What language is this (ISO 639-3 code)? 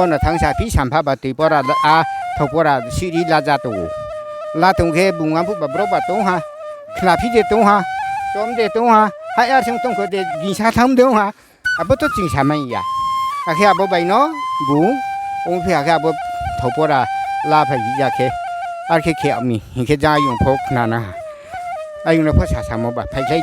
ria